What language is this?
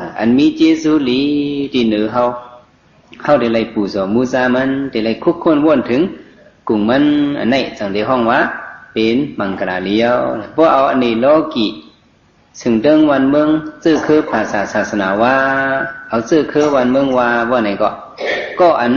Shan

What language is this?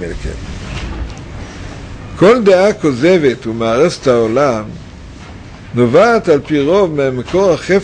Hebrew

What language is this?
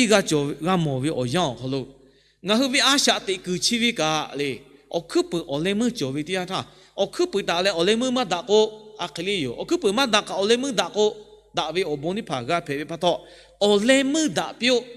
Lahu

